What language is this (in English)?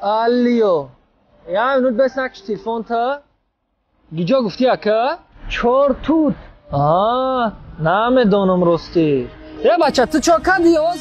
Tajik